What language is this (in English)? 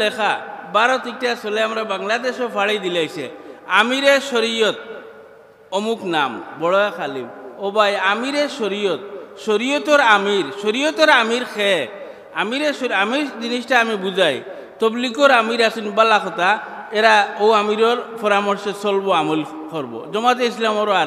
Sylheti